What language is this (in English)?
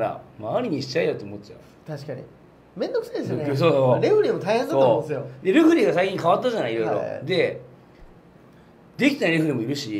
Japanese